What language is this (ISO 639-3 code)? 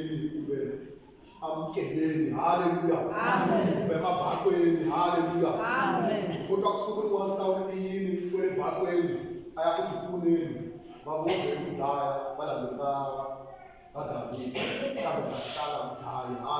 tso